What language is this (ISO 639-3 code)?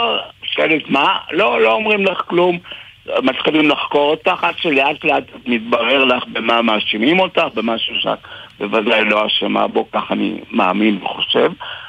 heb